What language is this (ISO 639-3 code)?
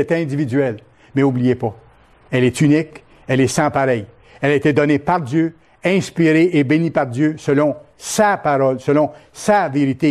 fra